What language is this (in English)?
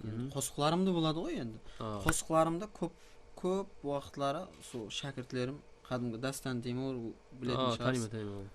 Kara-Kalpak